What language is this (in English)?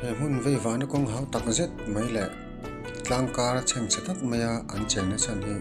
Mizo